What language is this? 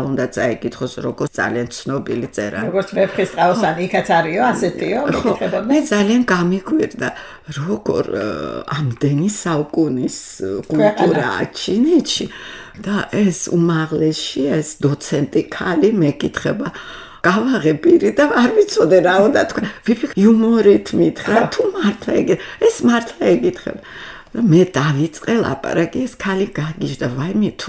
Georgian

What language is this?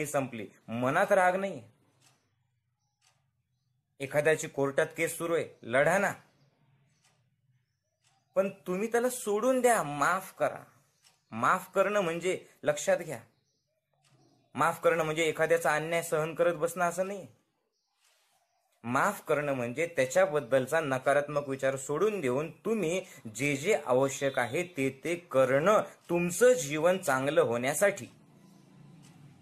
Marathi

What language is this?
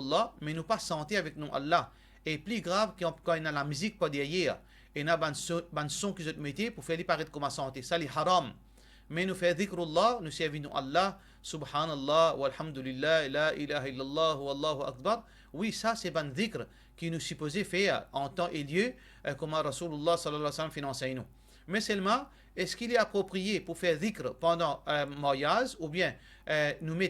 Morisyen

